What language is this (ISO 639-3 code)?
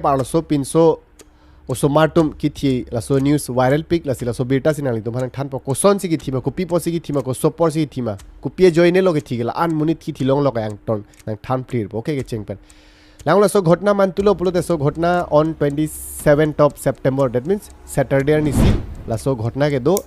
mjw